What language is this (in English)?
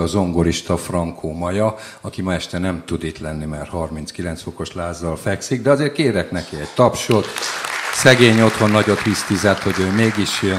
Hungarian